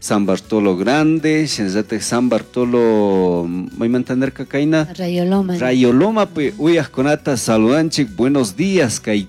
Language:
Chimborazo Highland Quichua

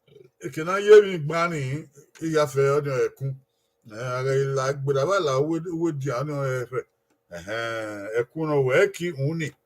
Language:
Bini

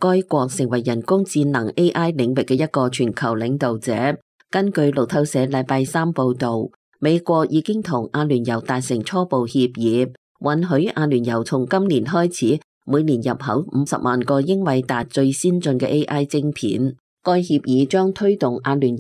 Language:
Cantonese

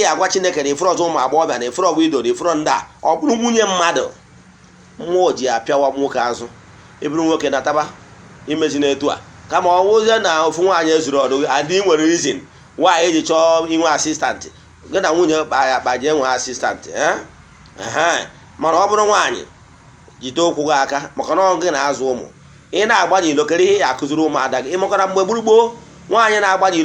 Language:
Igbo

